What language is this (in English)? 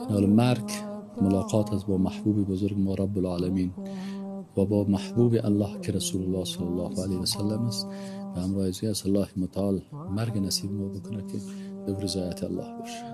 Persian